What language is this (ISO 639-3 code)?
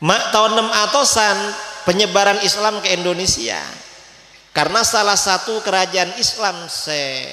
mad